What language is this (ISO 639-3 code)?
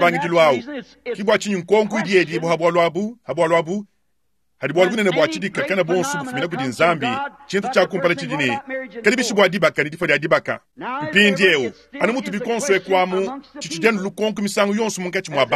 lua